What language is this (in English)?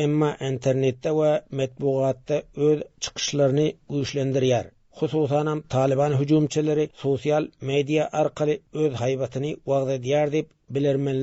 Turkmen